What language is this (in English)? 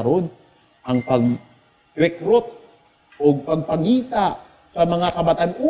Cebuano